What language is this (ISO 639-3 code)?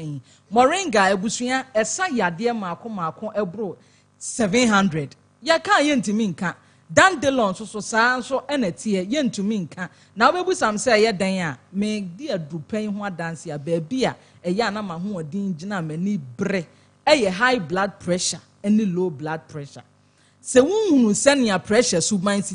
aka